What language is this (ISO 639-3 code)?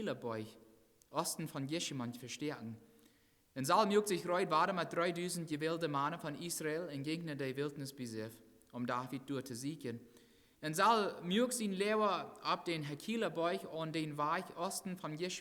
pdt